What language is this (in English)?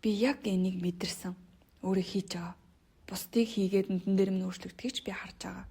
Mongolian